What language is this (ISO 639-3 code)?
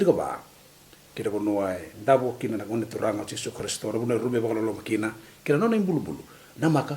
fij